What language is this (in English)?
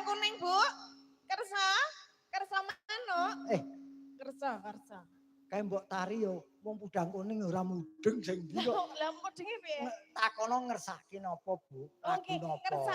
Javanese